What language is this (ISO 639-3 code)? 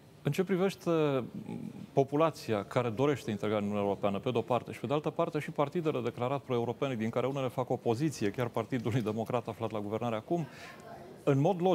ron